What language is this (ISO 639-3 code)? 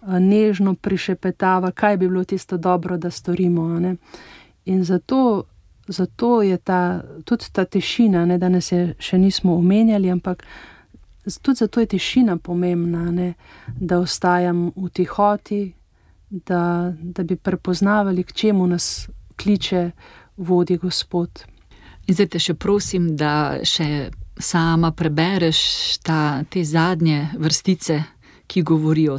slv